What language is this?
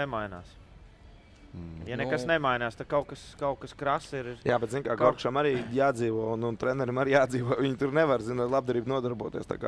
Latvian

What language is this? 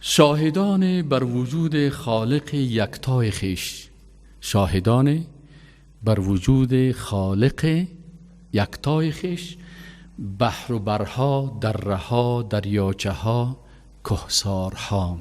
Persian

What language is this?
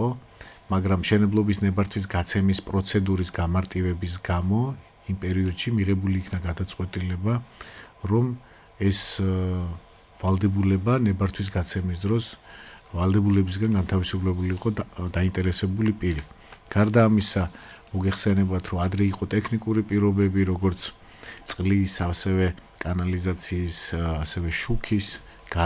Georgian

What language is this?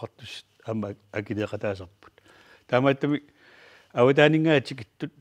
Kalaallisut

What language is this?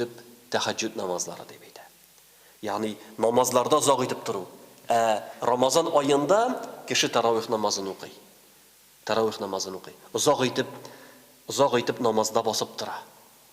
Tatar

